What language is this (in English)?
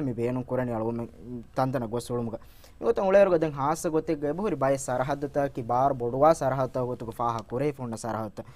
Divehi